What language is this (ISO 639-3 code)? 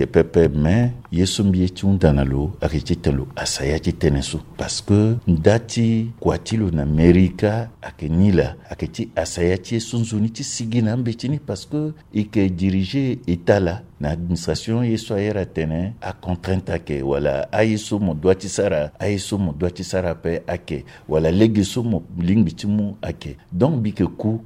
sag